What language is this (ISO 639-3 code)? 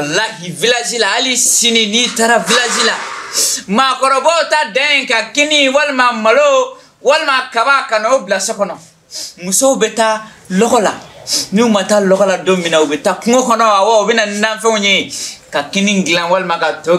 bam